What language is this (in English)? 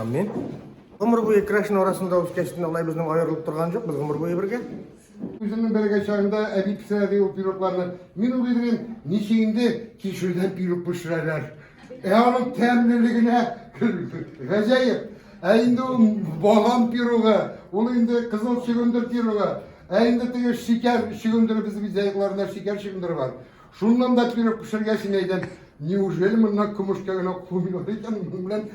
Tatar